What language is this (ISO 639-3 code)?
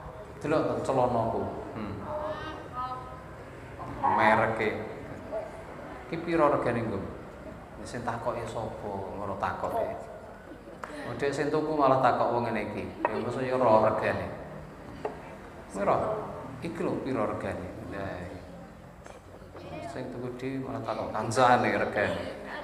jav